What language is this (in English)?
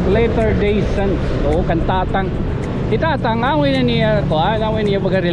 Waray